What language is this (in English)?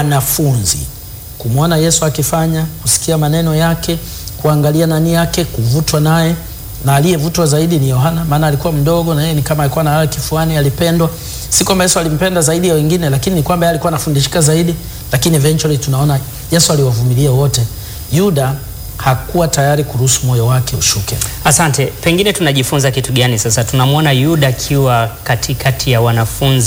Swahili